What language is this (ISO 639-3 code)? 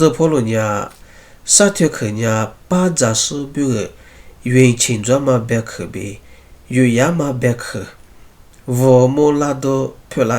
lis